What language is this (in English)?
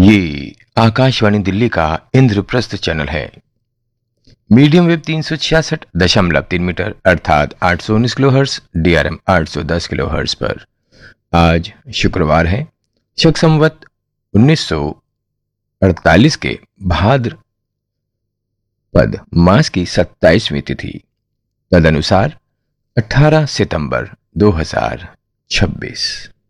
Hindi